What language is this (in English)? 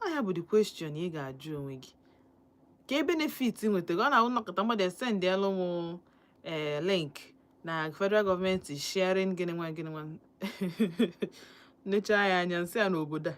Igbo